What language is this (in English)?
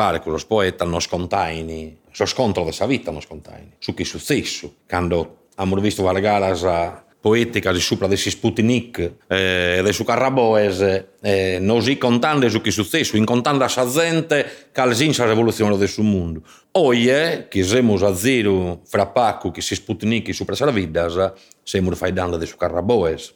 Sardinian